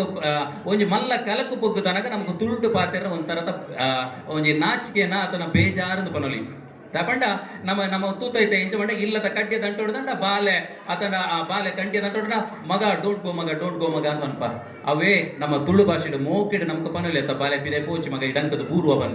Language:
Tulu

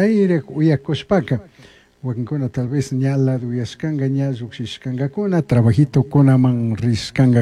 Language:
Chimborazo Highland Quichua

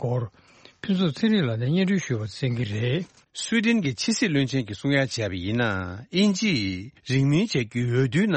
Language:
Tibetan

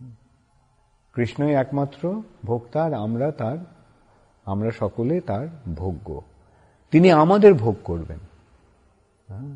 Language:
Bangla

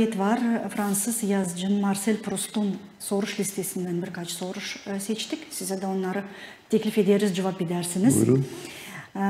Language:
Gagauz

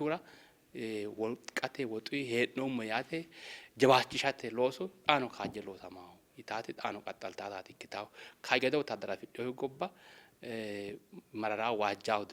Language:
Sidamo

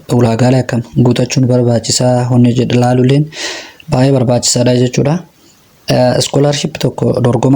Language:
Oromo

